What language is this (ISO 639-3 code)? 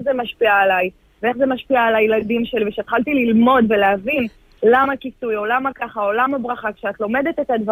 heb